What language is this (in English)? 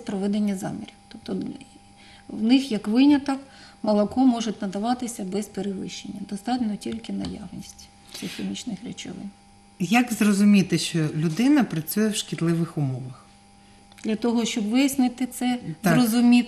Ukrainian